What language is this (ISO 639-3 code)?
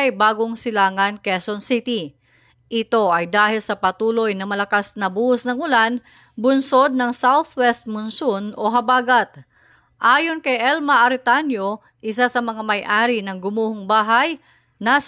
fil